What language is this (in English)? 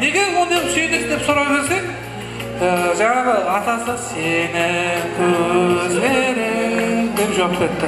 Kara-Kalpak